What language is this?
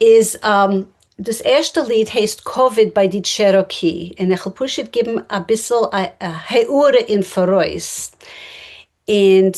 Yiddish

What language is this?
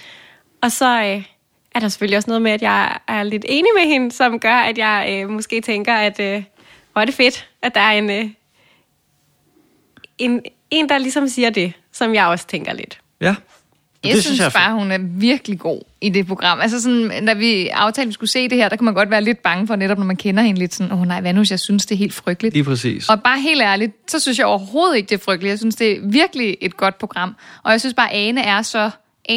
Danish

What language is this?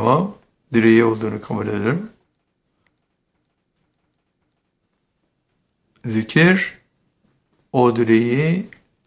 Turkish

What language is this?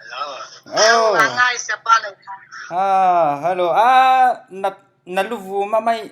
Falam Chin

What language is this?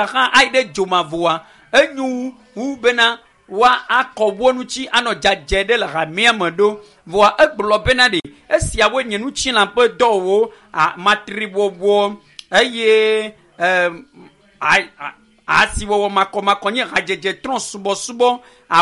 Ewe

